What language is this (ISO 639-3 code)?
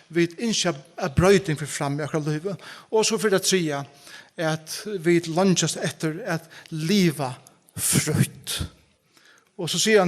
fao